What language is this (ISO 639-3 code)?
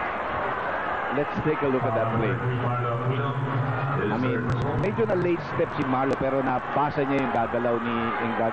fil